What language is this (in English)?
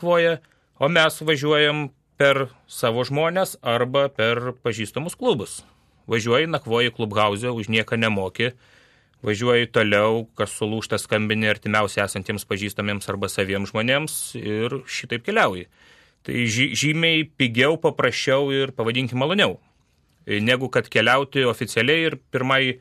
Lithuanian